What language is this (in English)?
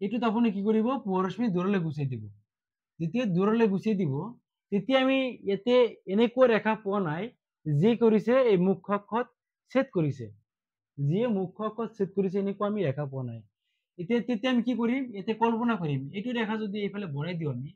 Assamese